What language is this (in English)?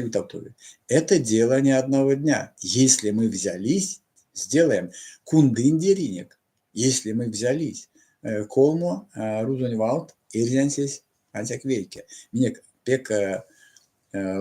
Erzya